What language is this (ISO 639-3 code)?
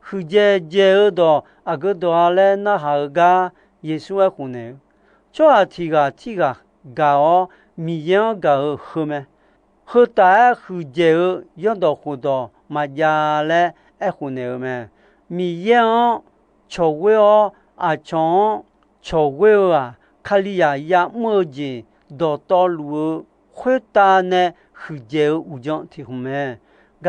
ahk